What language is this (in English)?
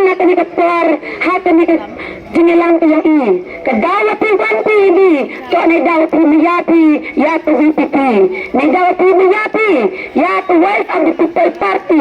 Khasi